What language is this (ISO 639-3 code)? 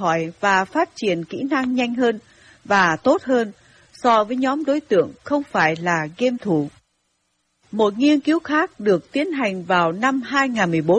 vie